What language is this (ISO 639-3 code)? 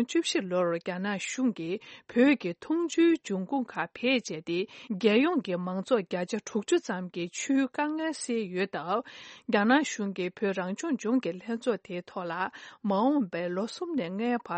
bod